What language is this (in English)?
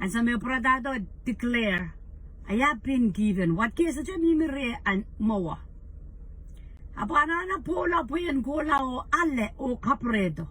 Pohnpeian